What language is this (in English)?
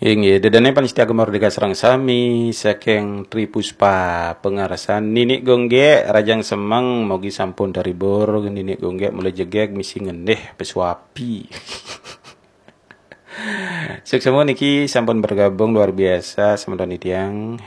Balinese